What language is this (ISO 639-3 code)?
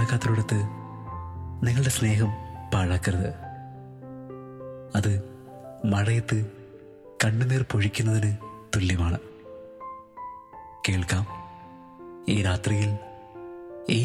mal